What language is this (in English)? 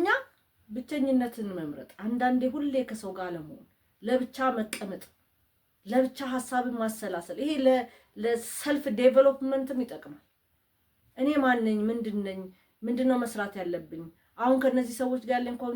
Amharic